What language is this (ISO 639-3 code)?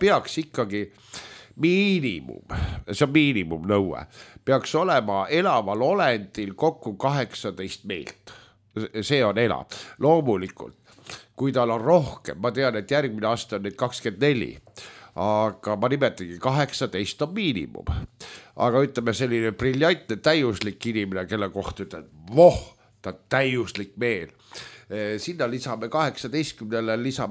est